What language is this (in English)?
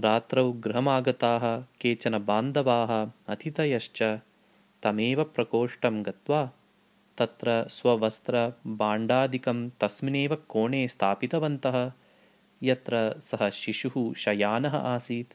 Sanskrit